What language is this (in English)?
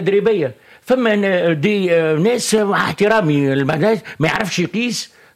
Tunisian Arabic